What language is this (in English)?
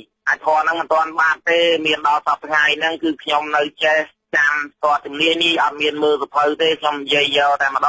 Khmer